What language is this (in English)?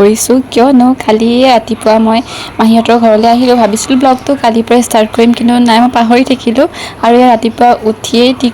Assamese